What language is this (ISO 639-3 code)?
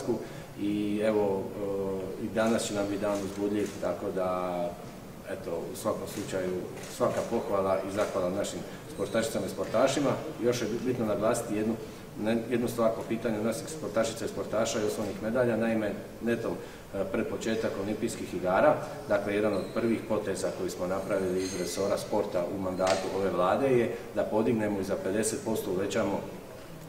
hrv